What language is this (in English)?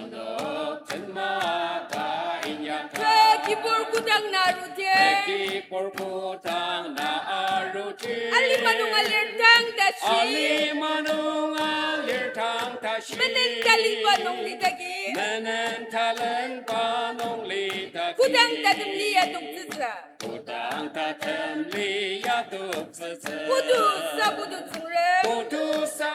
Ao Naga